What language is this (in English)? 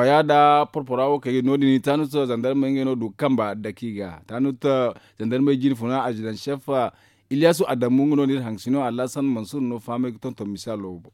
Zarma